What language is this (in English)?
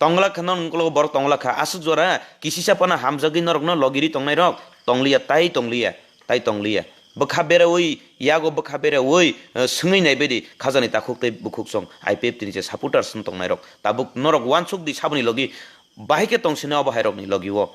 Kok Borok